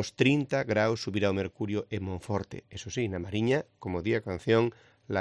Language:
Galician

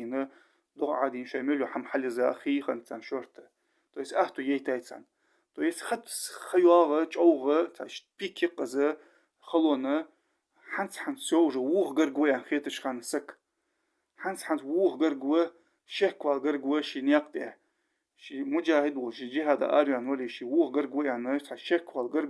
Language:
Ingush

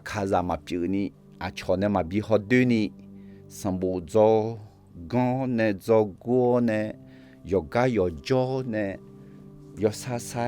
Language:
Akha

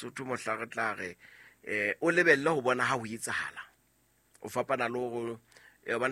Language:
Southern Sotho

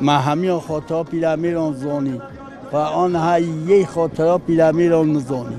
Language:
Kurdish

